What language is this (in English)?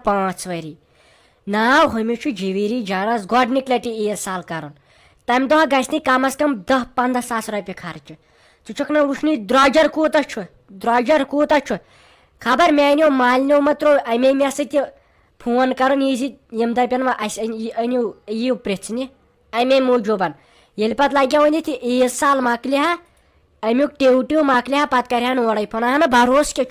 Kashmiri